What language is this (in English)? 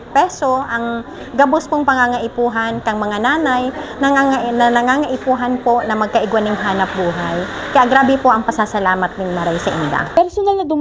Bikol